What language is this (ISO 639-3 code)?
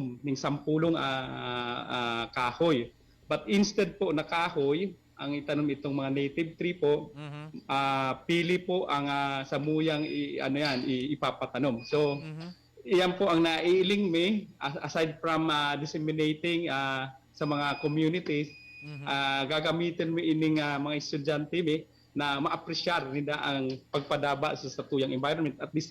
bik